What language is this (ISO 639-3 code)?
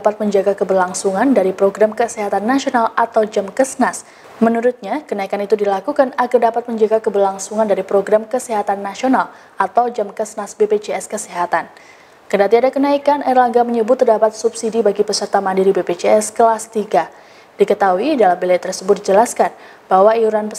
ind